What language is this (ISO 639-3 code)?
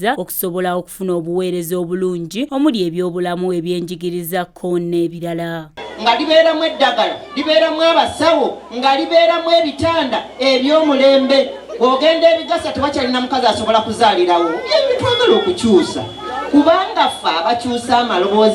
lug